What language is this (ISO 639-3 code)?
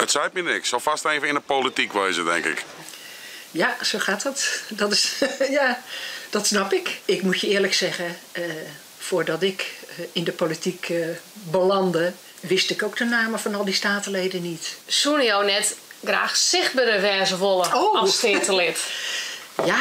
fry